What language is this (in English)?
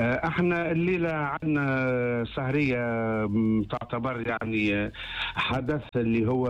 Tunisian Arabic